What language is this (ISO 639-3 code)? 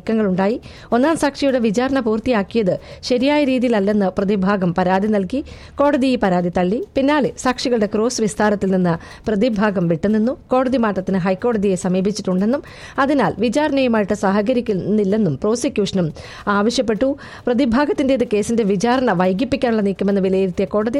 mal